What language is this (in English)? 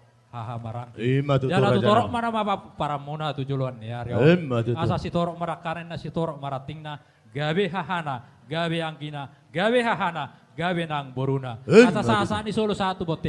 Batak Toba